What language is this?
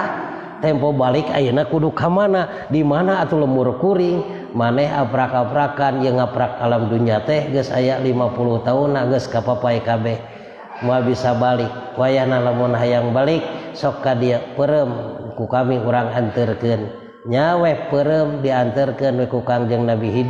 Sundanese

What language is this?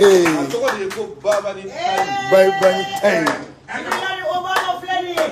Bambara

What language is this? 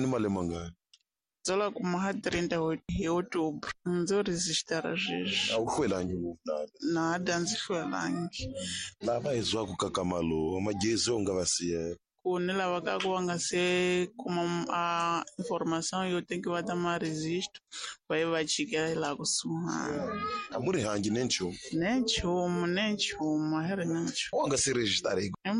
Tsonga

